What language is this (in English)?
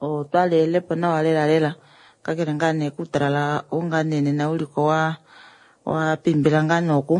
Kuanyama